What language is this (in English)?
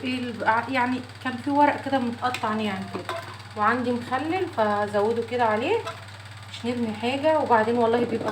Egyptian Arabic